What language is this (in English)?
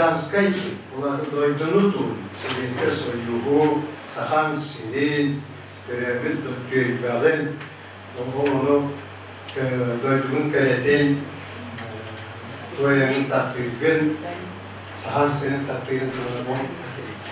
Yakut